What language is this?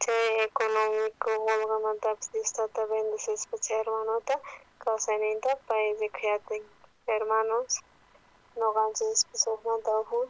South Bolivian Quechua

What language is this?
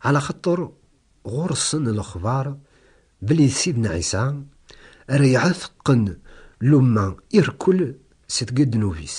Kabyle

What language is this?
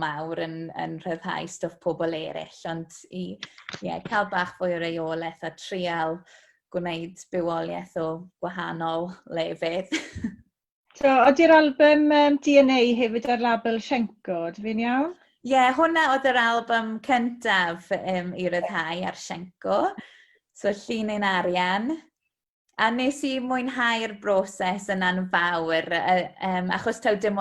Welsh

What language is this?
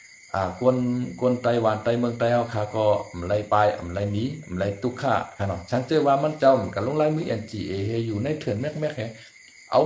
Shan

